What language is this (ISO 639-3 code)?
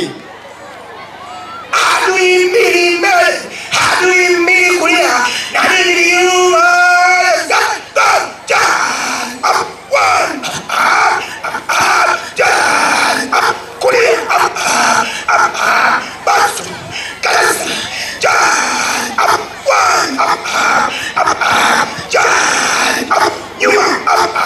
lug